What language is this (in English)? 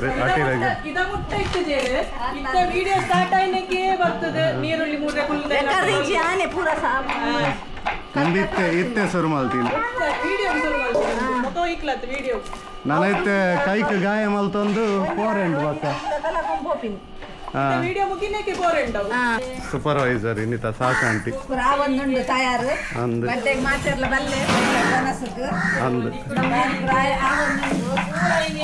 Tulu